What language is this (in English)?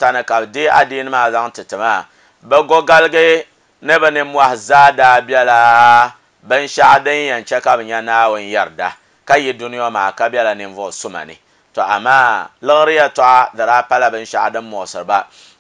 Dagbani